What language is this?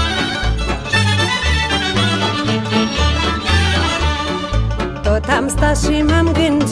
Romanian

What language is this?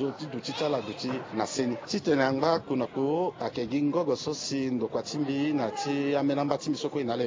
Sango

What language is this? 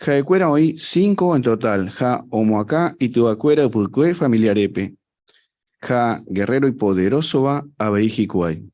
Guarani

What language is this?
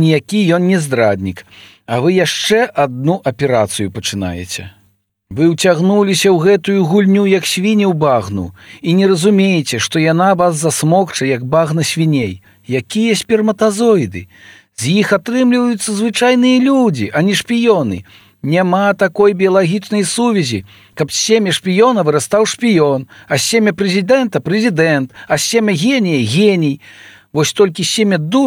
Belarusian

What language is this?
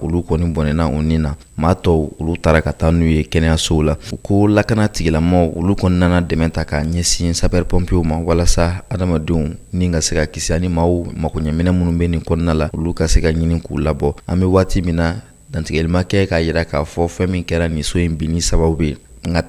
Bambara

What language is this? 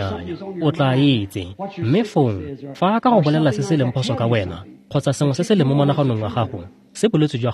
Tswana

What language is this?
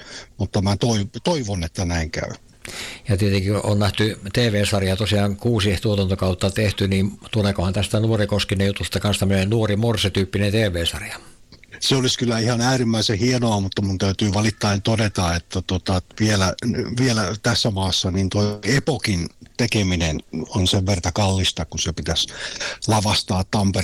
Finnish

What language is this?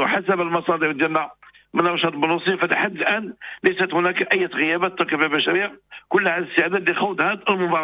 Moroccan Arabic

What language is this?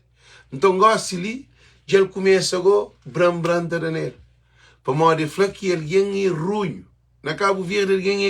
Kabuverdianu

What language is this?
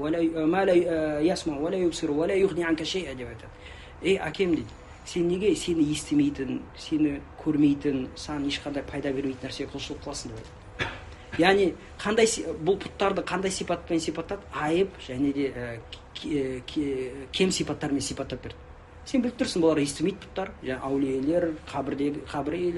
Kazakh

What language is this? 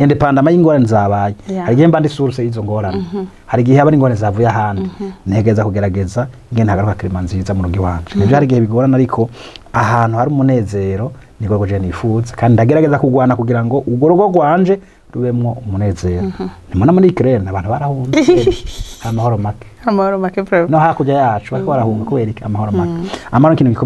Rundi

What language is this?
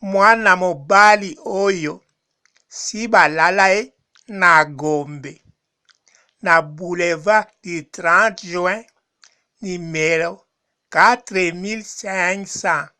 Lingala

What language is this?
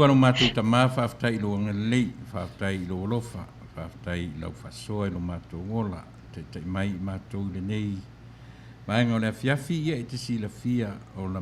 Samoan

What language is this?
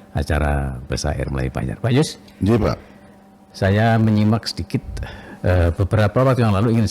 Banjar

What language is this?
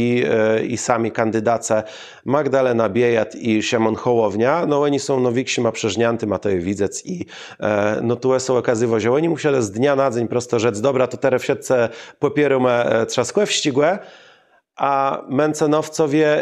Kashubian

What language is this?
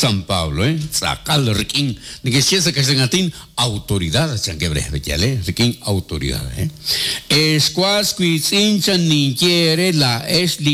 Kekchí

